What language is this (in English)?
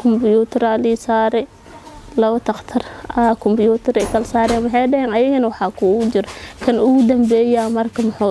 Somali